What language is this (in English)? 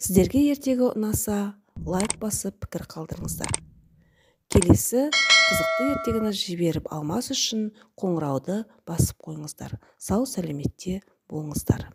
Kazakh